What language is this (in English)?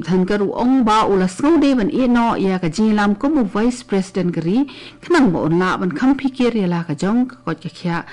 Khasi